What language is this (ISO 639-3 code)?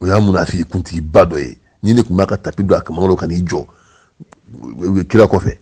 bam